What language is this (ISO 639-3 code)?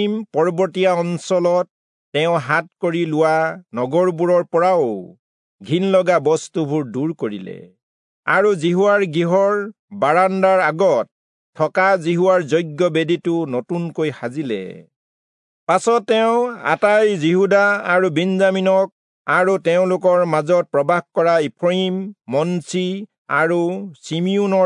asm